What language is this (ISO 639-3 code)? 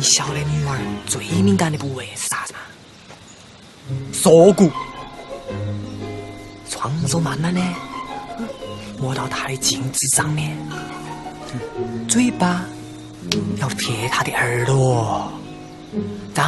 zho